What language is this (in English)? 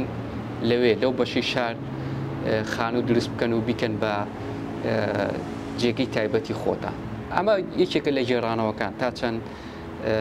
Central Kurdish